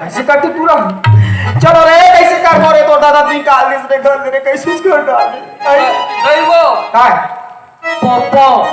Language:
Chhattisgarhi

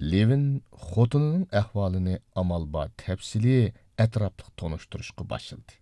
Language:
Uyghur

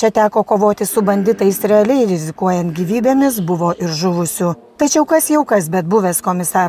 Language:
Lithuanian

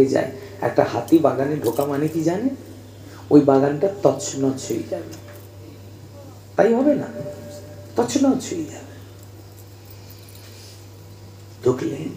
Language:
Bangla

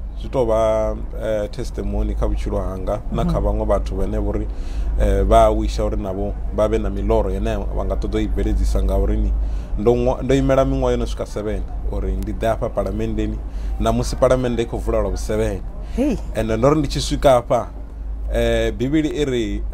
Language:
Venda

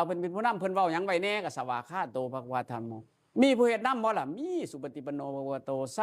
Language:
Northeastern Thai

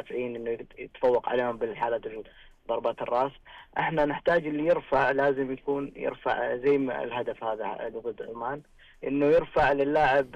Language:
Najdi Arabic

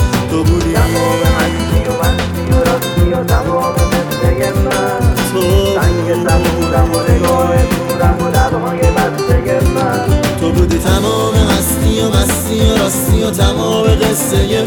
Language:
Persian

